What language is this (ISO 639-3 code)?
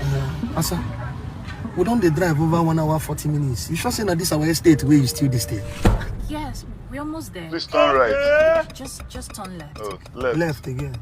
pcm